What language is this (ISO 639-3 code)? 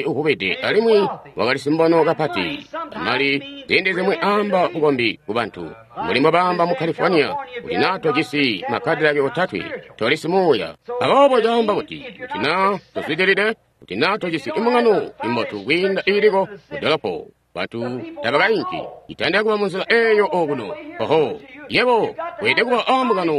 toi